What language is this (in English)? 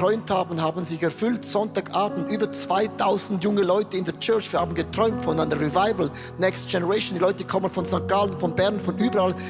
Swiss German